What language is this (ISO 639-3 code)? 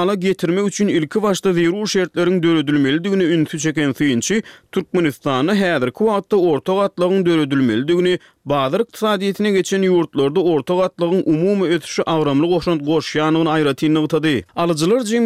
tuk